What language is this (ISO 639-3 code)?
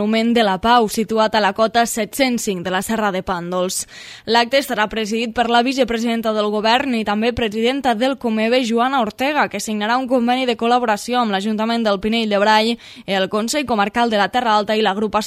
cat